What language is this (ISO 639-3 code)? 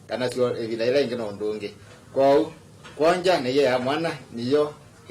kam